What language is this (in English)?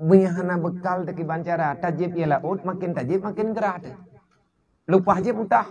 Achinese